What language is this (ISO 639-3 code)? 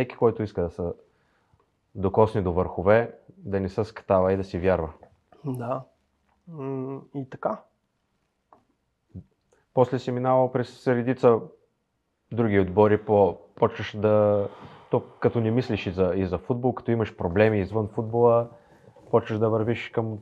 bul